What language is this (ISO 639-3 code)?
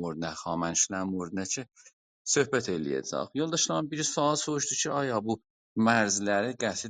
azb